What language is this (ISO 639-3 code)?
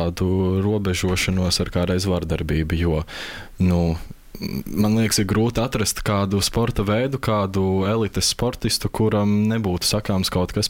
lav